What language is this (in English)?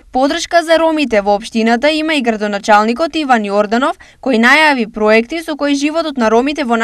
Macedonian